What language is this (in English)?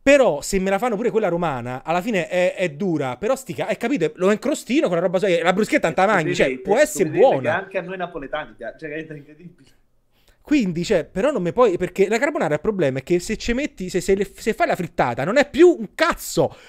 Italian